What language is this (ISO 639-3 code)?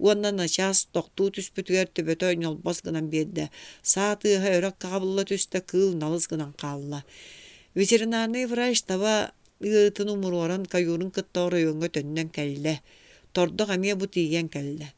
sah